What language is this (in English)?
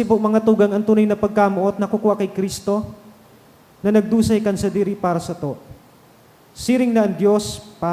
Bikol